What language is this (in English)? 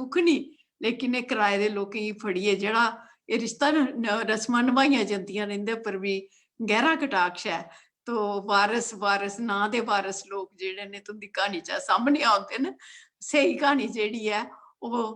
Dogri